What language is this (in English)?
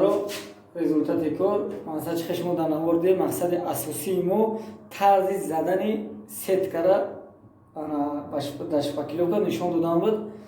Tajik